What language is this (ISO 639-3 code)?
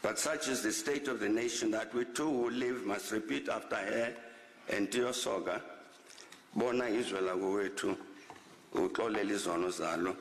eng